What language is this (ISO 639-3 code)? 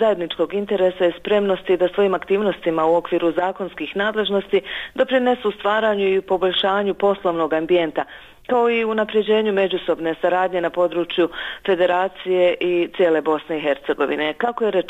bos